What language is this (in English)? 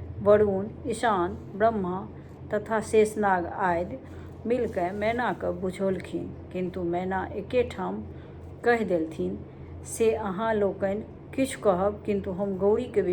Maithili